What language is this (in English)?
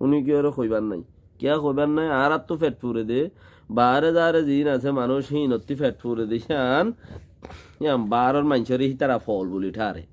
Rohingya